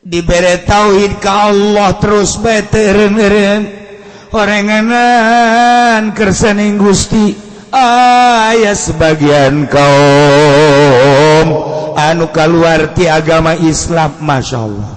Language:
Sundanese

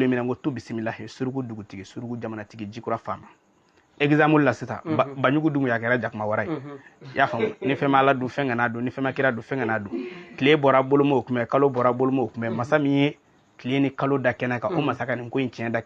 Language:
Bambara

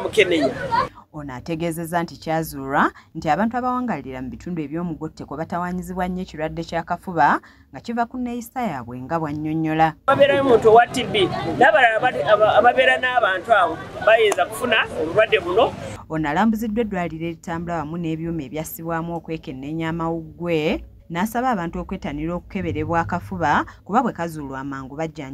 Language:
Ganda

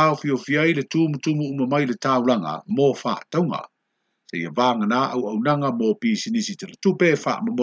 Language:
Samoan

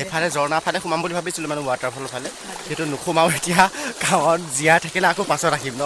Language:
Assamese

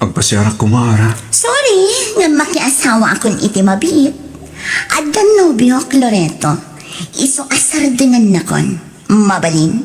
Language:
Iloko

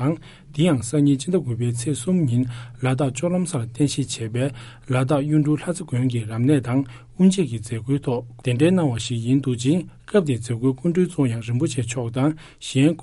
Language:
Tibetan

